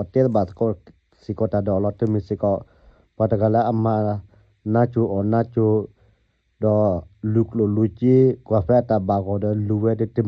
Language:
S'gaw Karen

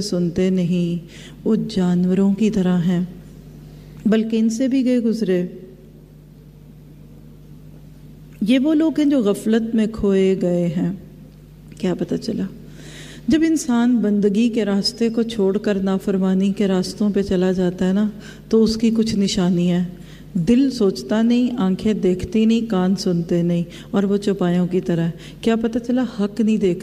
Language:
Urdu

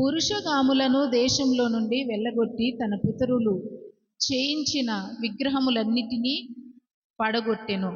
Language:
Koya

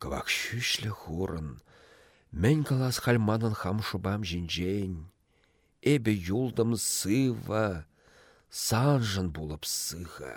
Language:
Chuvash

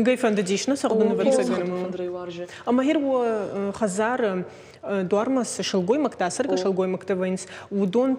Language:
Ossetic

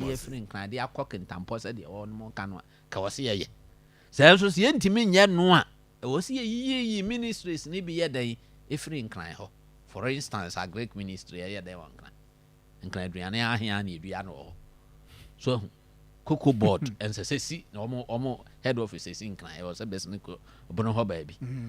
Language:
Akan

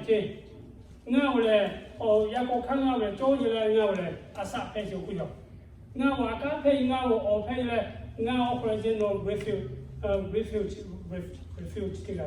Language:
Lahu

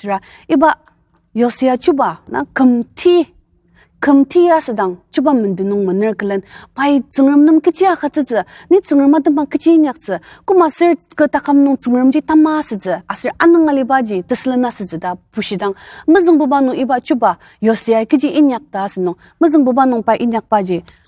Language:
Ao Naga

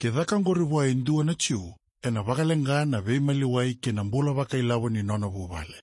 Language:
Fijian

